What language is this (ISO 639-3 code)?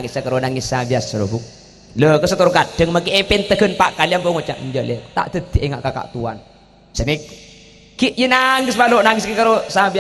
mad